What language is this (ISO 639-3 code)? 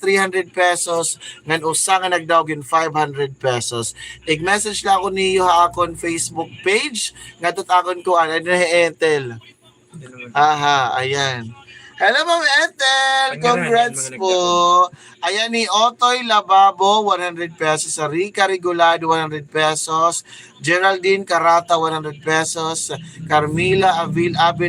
war